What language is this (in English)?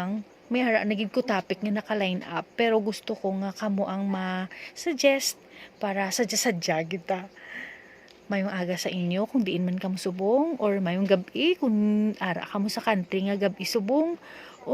Hiligaynon